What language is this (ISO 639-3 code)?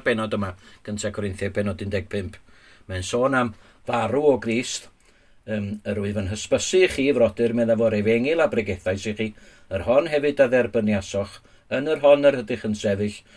cym